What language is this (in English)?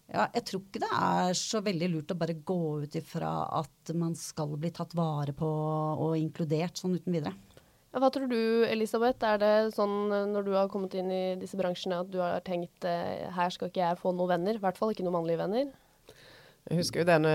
Norwegian